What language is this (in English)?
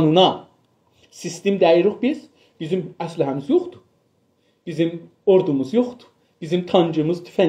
South Azerbaijani